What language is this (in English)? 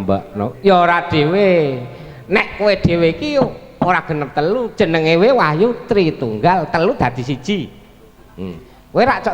Javanese